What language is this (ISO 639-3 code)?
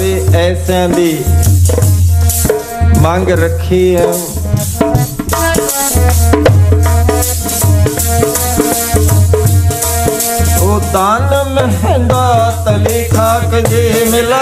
pan